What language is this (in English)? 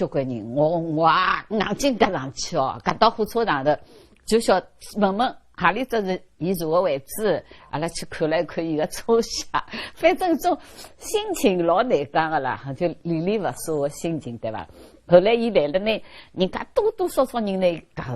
Wu Chinese